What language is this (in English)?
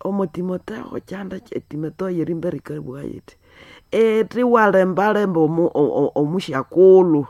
Nande